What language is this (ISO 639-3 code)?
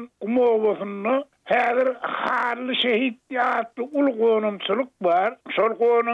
tuk